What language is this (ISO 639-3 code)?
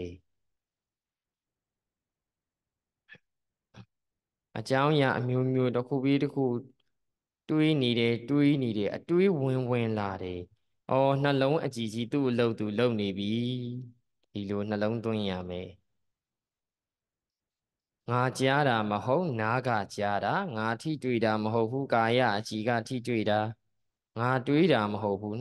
mya